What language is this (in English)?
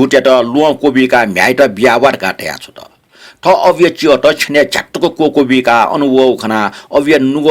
Newari